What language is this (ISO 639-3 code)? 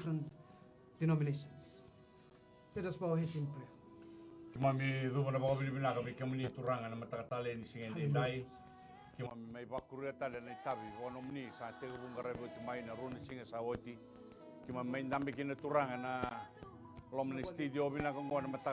fij